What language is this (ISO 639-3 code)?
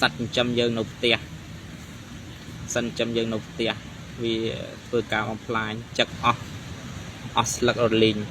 khm